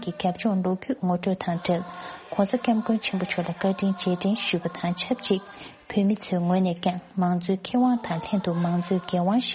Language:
Tibetan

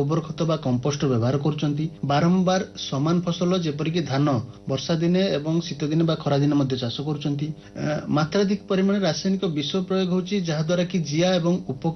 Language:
Odia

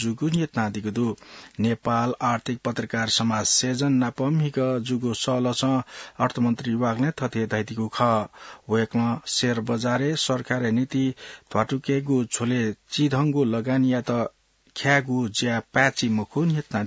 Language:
Newari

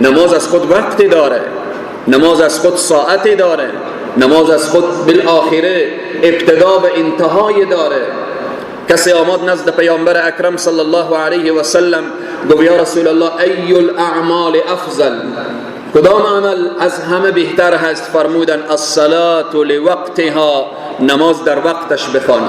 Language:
Persian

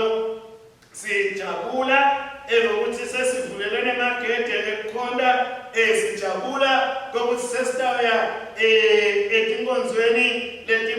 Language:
Swati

